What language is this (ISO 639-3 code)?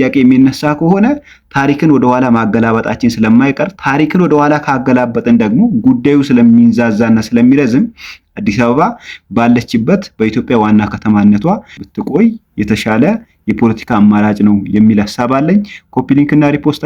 amh